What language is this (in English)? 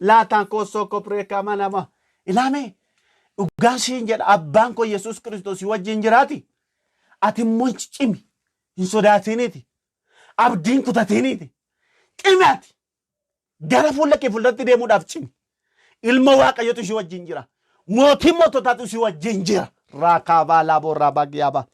Oromo